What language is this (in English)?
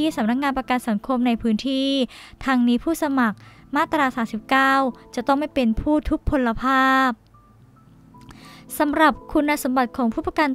Thai